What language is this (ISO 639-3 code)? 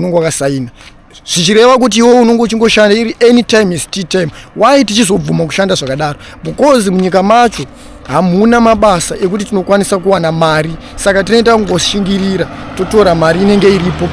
sna